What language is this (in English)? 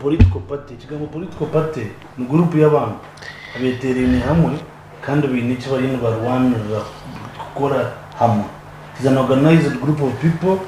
Nyankole